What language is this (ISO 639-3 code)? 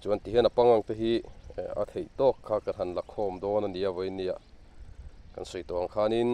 lus